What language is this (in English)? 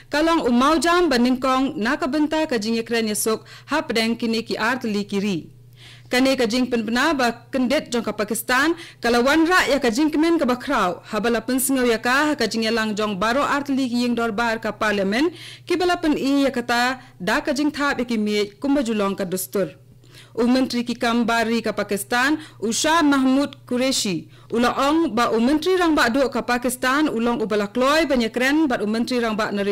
Khasi